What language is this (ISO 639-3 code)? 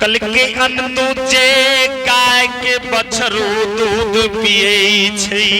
anp